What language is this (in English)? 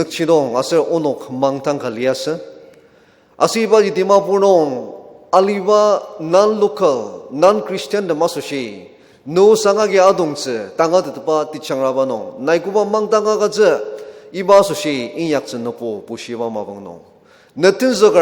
Ao Naga